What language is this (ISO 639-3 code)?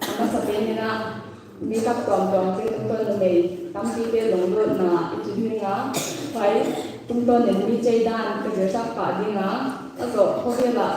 pck